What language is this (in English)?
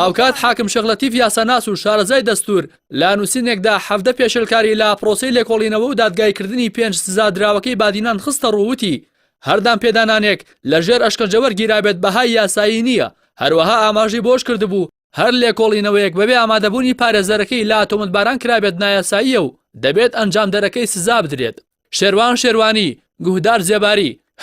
Central Kurdish